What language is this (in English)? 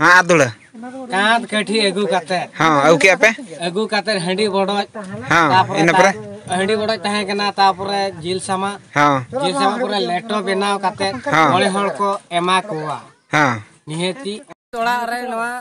Santali